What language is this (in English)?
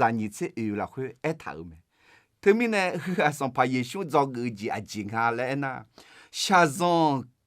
Akha